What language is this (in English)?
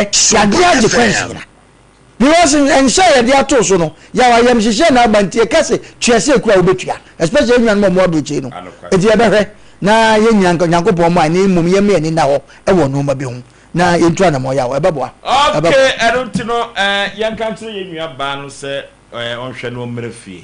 Akan